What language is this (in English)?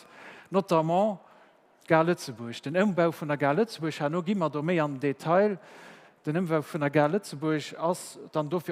Luxembourgish